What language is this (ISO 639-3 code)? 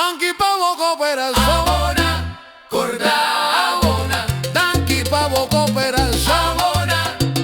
pap